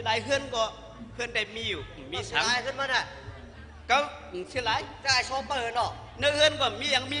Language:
Shan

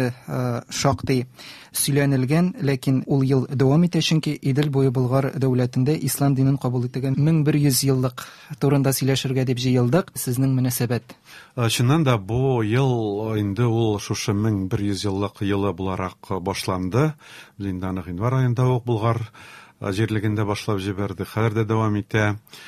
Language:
Tatar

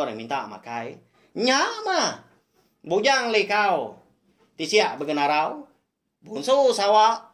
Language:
Iban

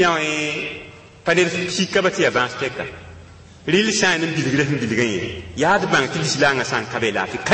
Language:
Mossi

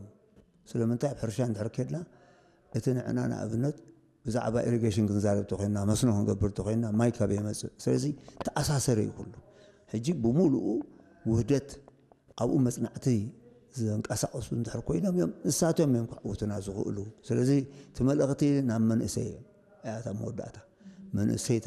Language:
Tigrinya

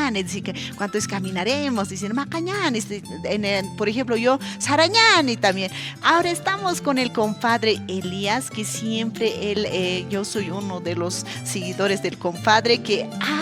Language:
Aymara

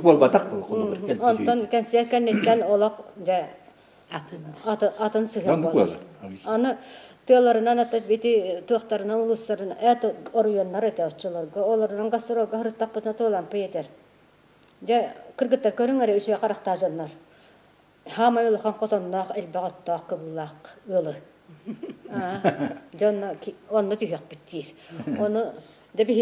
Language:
Yakut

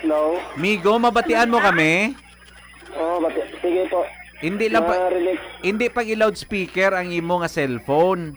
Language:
Hiligaynon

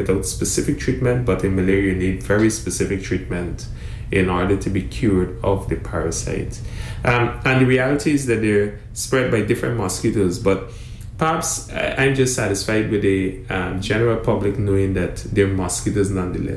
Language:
English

